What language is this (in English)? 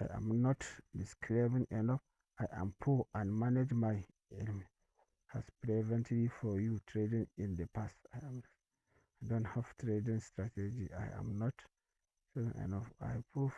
Hausa